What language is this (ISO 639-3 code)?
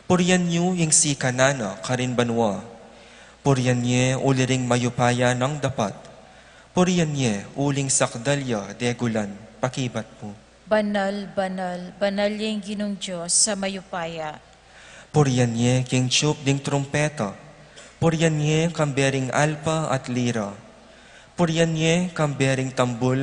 pam